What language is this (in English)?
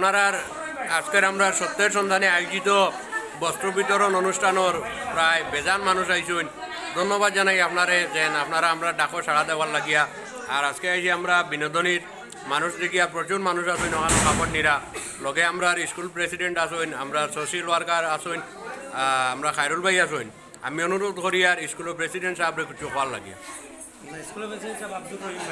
Sylheti